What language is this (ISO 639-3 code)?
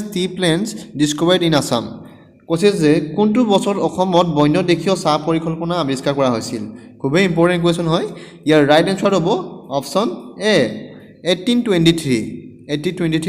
asm